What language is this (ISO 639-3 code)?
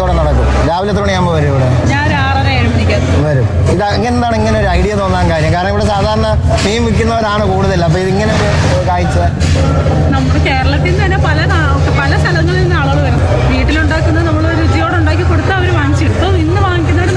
mal